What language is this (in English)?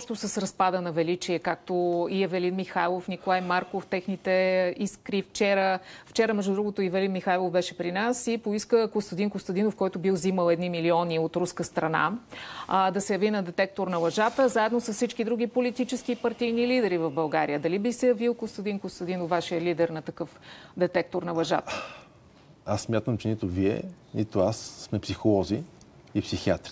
Bulgarian